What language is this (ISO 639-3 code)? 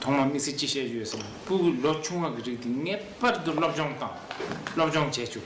bod